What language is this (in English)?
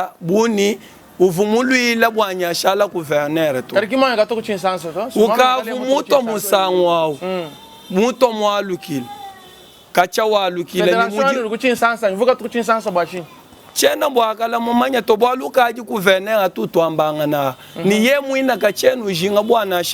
Luba-Lulua